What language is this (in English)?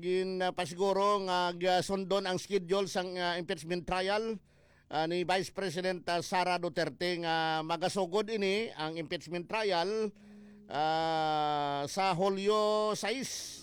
Hiligaynon